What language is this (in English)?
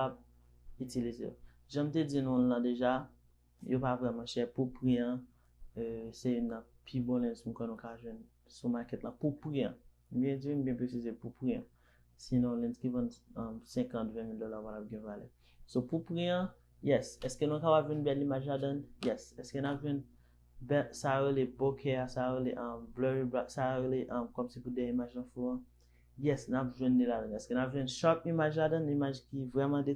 Haitian Creole